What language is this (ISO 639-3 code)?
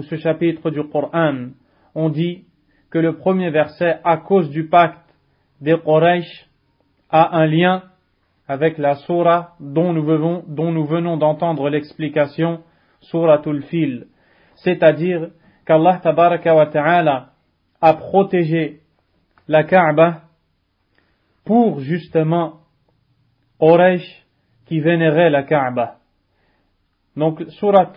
fra